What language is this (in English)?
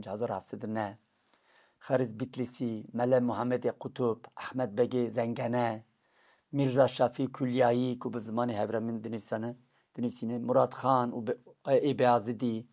Kurdish